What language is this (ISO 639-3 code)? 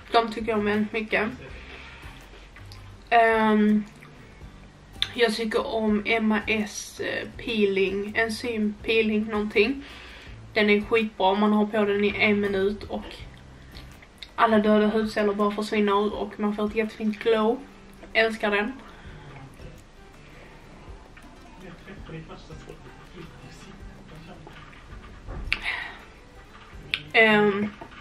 swe